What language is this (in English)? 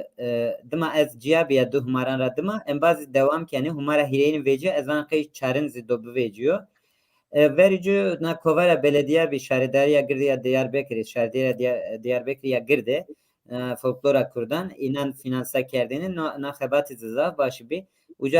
Zaza